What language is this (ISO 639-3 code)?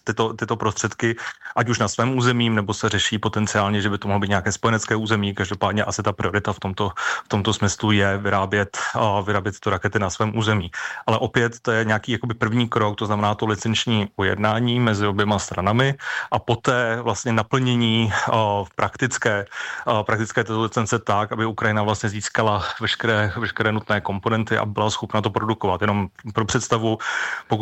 ces